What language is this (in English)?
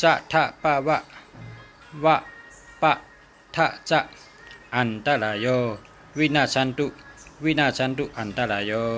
Shan